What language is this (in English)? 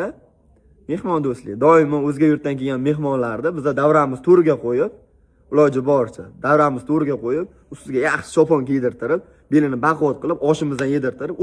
Uzbek